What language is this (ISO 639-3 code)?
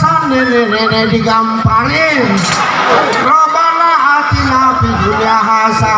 bew